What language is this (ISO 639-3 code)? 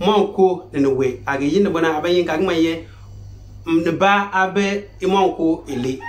xon